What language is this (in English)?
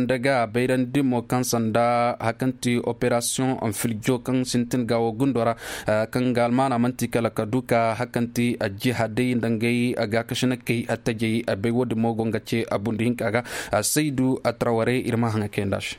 Koyraboro Senni